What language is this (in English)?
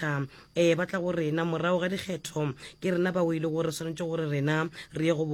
Northern Sotho